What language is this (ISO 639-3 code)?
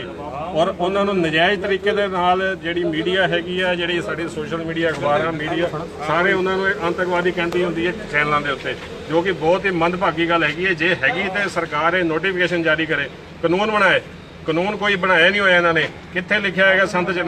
pan